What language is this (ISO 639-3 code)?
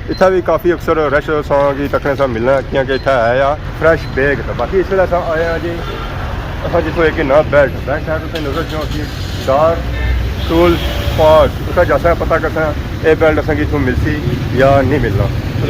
phr